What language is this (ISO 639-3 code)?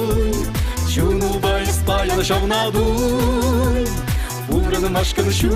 chv